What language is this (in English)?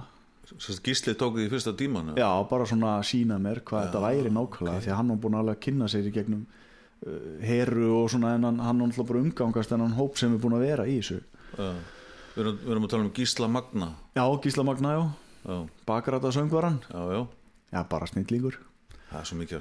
Icelandic